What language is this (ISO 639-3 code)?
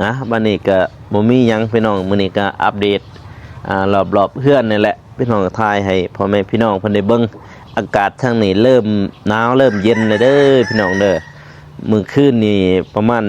lao